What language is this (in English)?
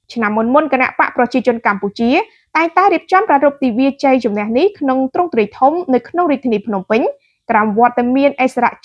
Khmer